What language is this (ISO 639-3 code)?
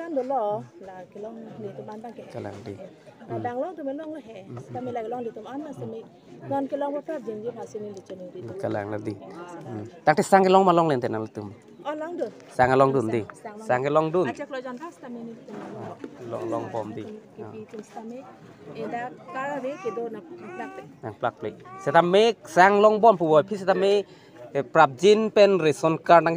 mjw